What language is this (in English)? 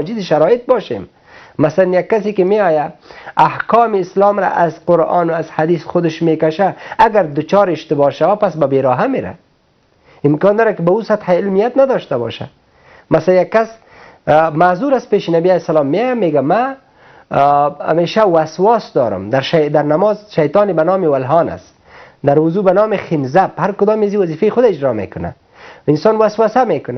Persian